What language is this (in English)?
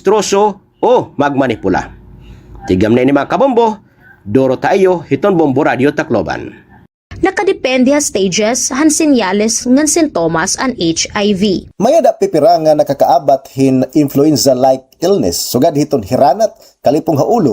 Waray